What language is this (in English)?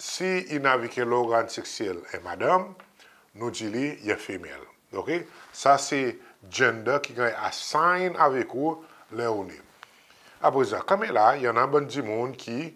Seselwa Creole French